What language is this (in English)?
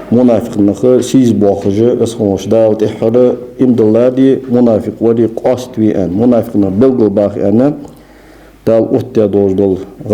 Ingush